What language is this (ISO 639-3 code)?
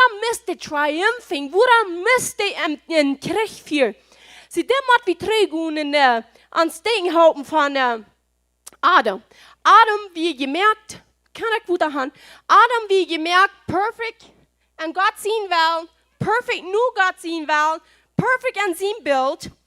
pdt